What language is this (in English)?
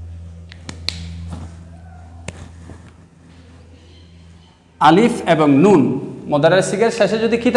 Bangla